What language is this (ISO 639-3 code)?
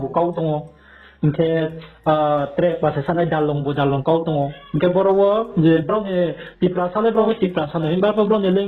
ria